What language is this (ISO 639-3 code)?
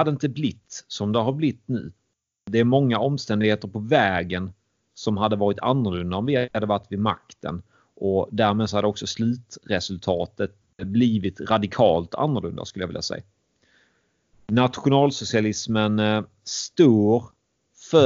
swe